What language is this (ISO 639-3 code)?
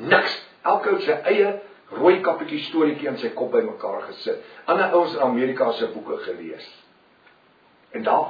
afr